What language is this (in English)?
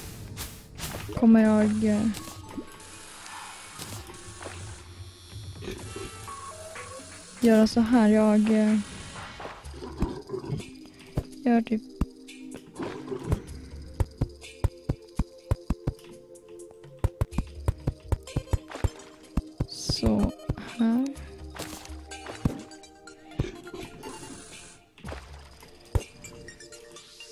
Swedish